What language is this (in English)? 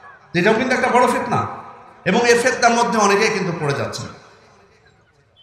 Bangla